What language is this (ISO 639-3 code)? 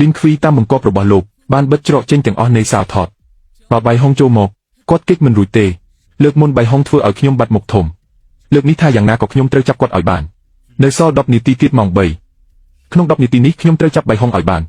khm